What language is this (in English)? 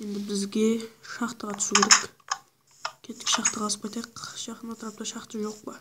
Kara-Kalpak